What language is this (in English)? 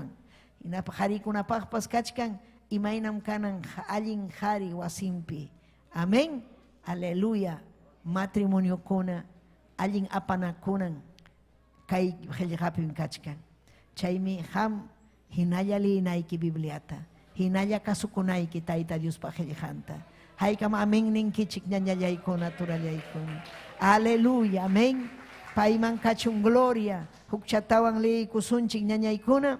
Ayacucho Quechua